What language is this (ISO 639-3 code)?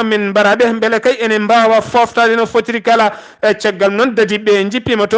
ful